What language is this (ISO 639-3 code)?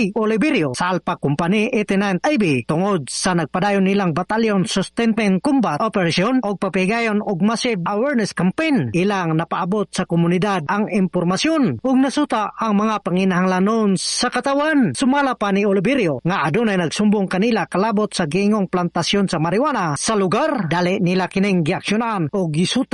ceb